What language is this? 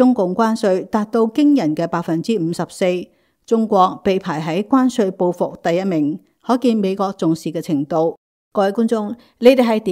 Cantonese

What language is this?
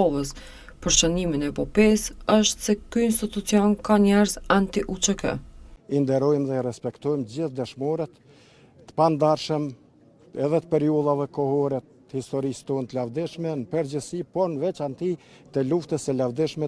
Albanian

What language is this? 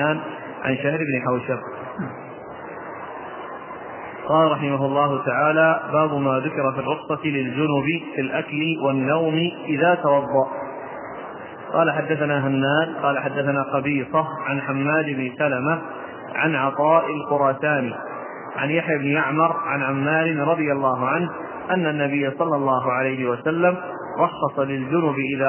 Arabic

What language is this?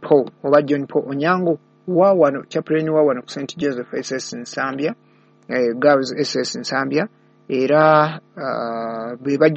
Ganda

